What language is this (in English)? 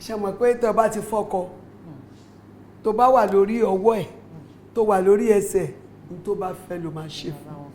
Yoruba